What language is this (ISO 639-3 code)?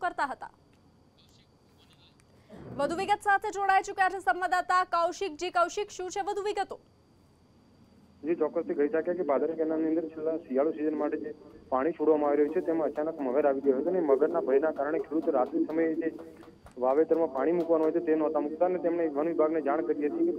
guj